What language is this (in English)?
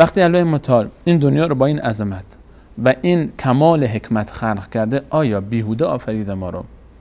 Persian